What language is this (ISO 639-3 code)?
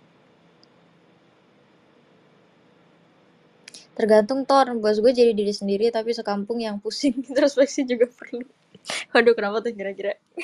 ind